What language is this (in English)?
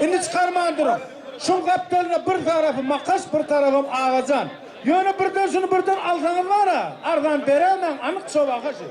Turkmen